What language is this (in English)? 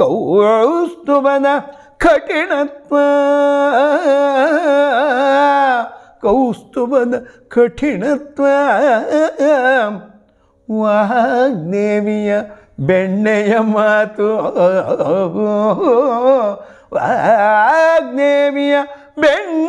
Kannada